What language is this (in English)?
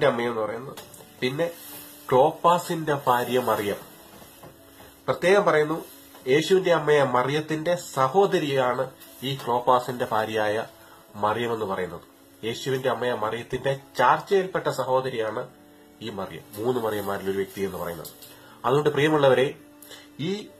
Malayalam